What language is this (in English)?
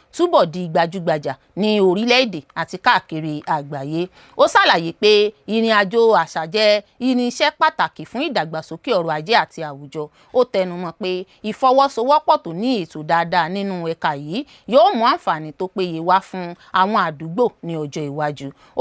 Yoruba